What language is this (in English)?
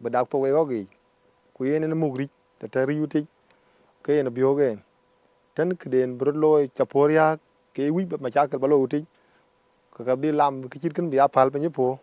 Dinka